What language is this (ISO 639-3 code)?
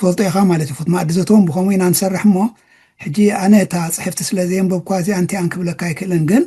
tir